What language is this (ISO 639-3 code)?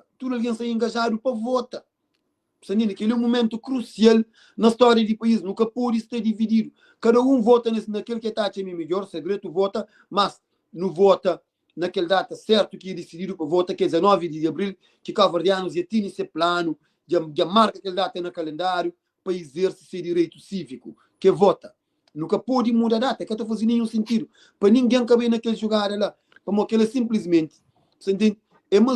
kea